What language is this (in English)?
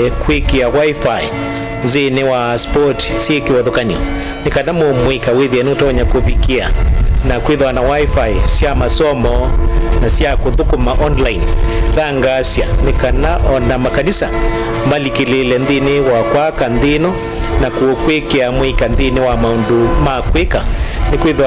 Kamba